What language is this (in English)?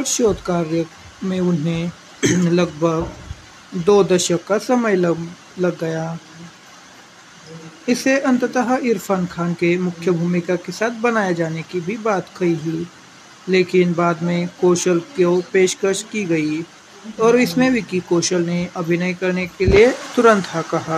Hindi